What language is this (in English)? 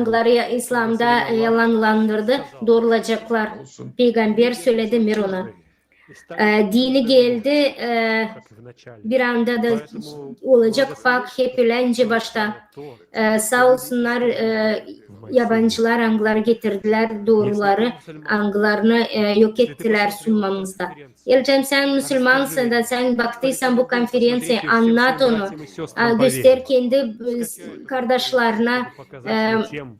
Gagauz